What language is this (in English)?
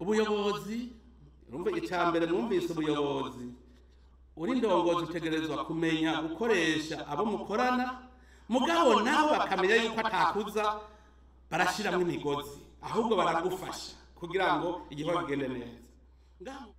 Rundi